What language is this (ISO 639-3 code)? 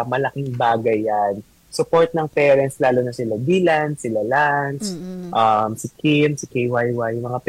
fil